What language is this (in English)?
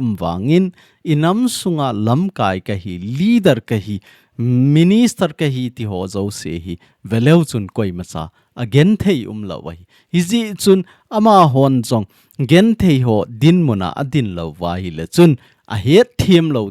Thado Chin